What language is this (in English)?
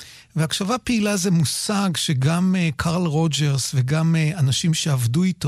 Hebrew